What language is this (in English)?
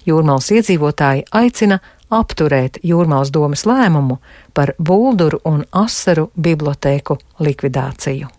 Latvian